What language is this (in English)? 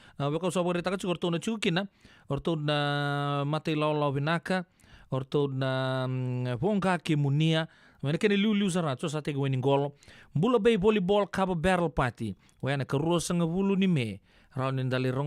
Fijian